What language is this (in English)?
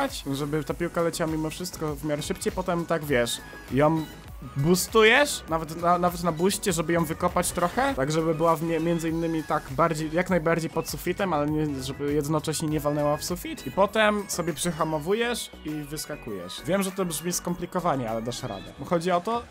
Polish